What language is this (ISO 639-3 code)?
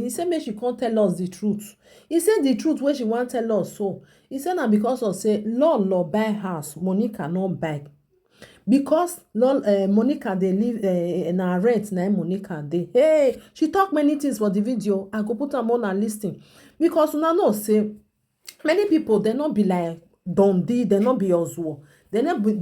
pcm